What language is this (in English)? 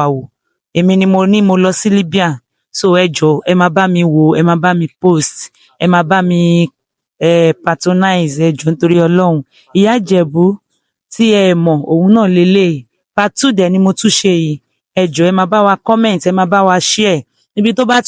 Yoruba